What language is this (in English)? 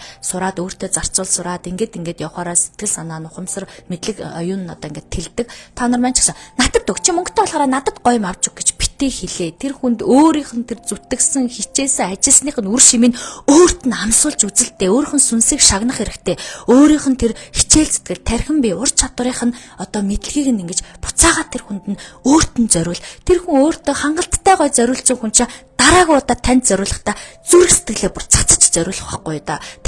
Mongolian